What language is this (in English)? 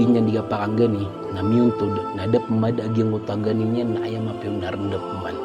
Maranao